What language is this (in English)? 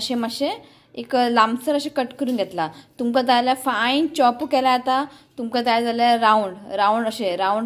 Konkani